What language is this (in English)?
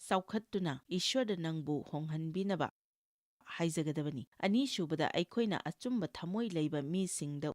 Manipuri